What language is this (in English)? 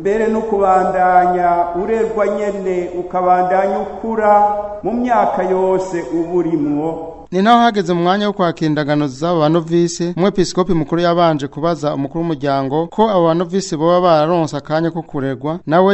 Rundi